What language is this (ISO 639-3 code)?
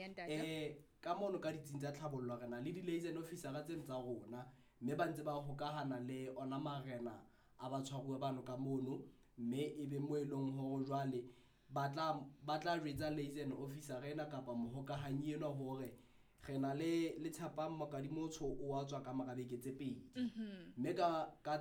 sot